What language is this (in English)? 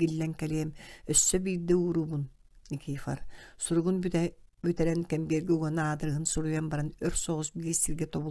Yakut